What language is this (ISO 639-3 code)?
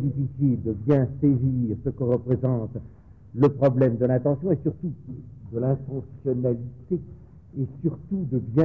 fra